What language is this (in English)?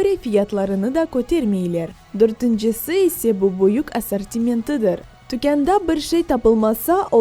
Crimean Tatar